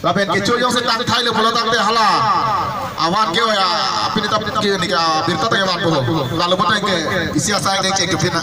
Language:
Karbi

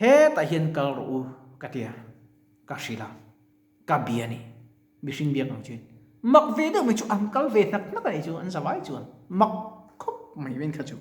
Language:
Mizo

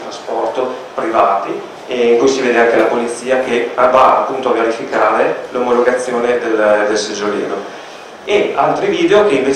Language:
Italian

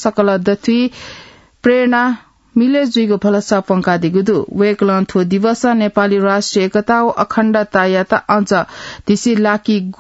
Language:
Newari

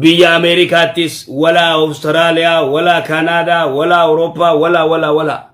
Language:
Oromo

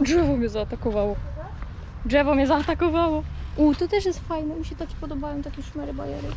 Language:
Silesian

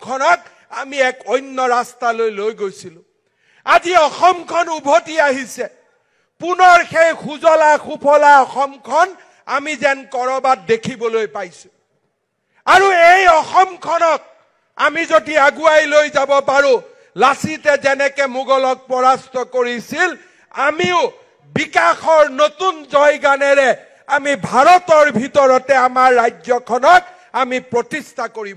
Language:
Assamese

